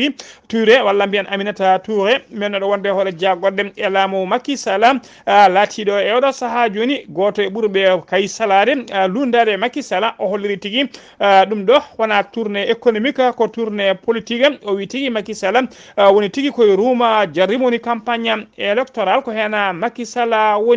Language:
Fula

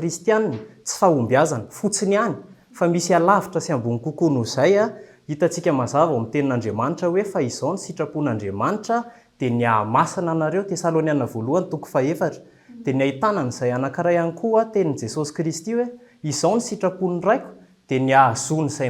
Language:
Malagasy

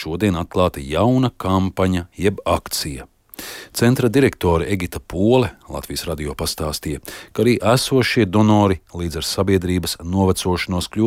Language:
Latvian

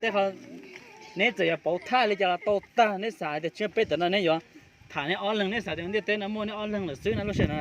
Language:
Hmong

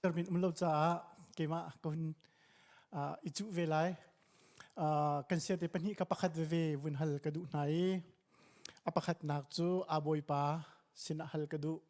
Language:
Hakha Chin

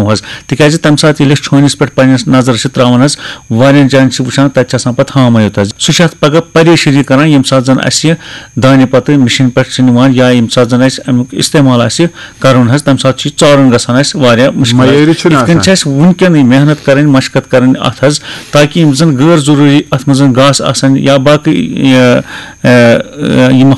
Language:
Kashmiri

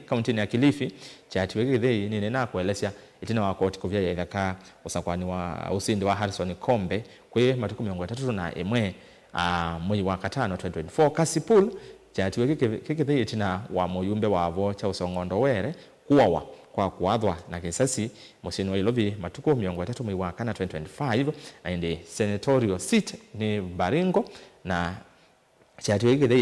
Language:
Kamba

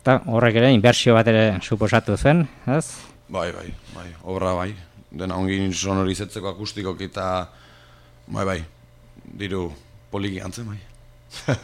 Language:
Basque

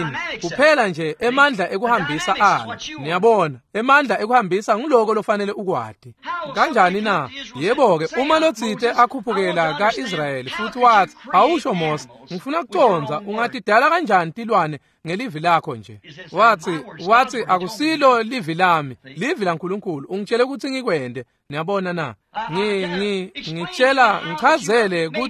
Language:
Swati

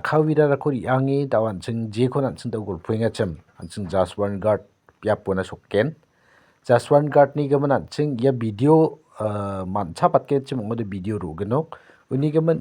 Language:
Garo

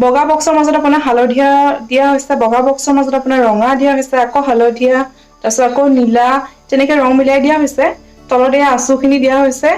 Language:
Assamese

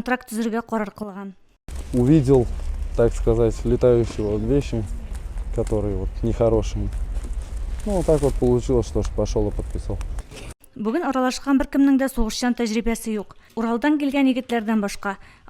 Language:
Tatar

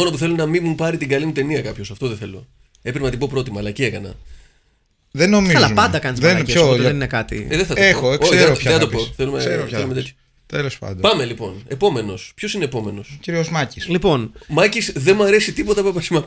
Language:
Greek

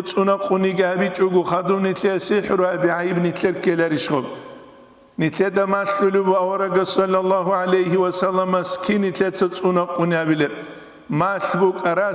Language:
Avaric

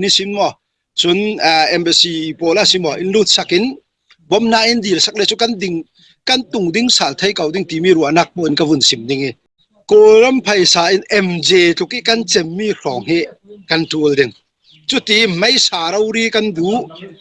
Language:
Falam Chin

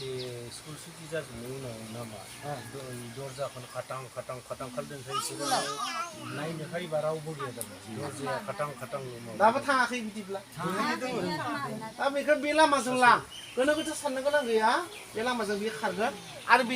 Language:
Bodo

